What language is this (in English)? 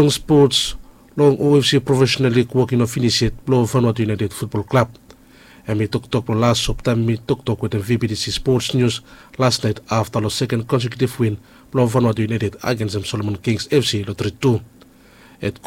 Bislama